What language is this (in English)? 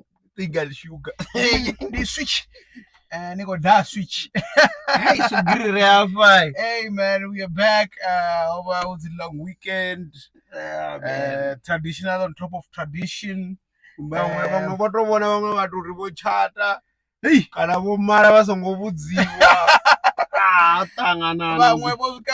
Venda